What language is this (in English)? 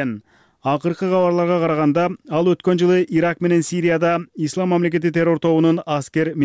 Kyrgyz